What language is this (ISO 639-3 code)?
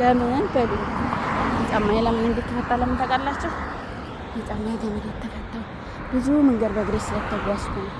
amh